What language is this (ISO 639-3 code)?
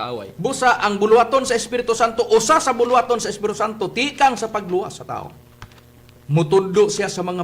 ceb